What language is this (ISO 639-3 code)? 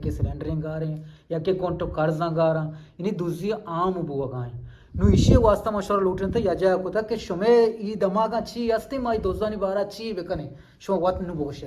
bgp